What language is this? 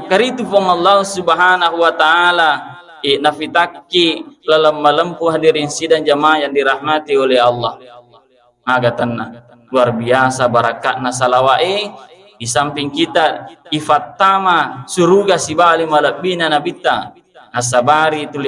Buginese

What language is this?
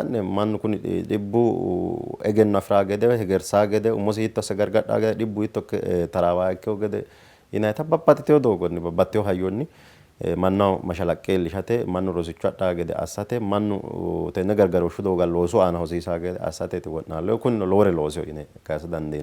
Sidamo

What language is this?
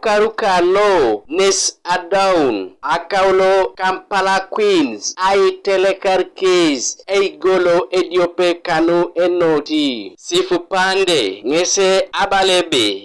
Teso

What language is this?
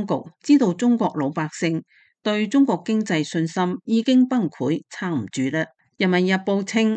Cantonese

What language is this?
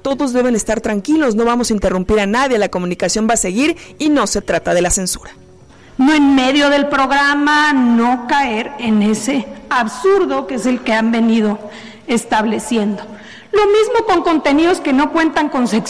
Spanish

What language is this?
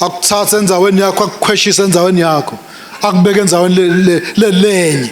Swati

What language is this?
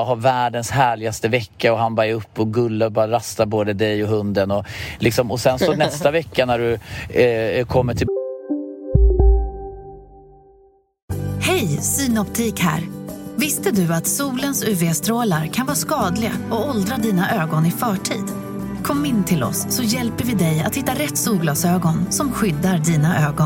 Swedish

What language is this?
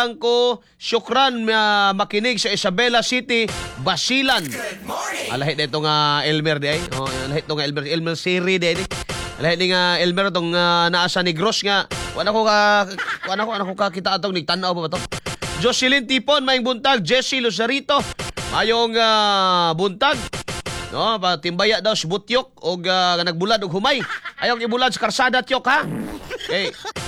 Cebuano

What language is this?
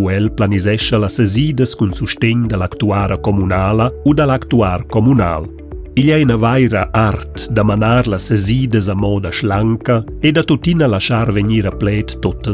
Romansh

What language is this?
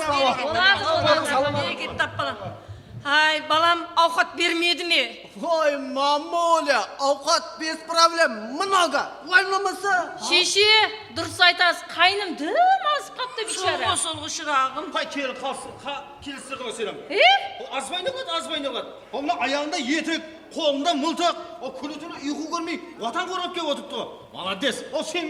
Kara-Kalpak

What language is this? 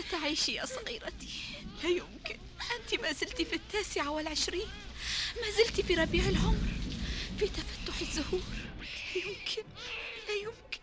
Gulf Arabic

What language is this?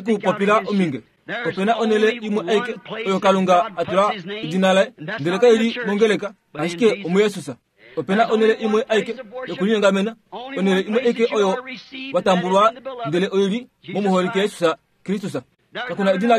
Kuanyama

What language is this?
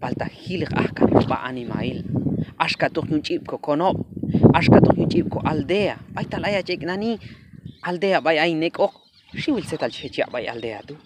Q'anjob'al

